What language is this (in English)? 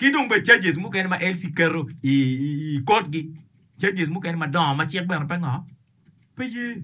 Acoli